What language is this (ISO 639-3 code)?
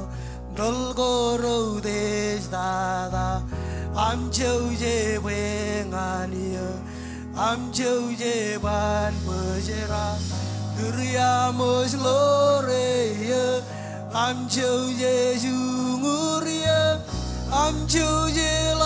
mah